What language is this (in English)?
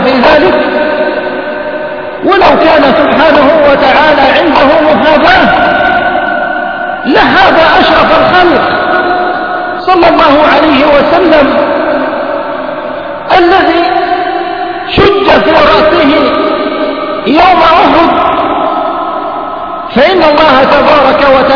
Arabic